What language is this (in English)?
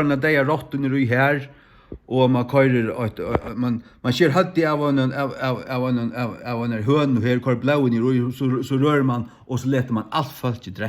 Faroese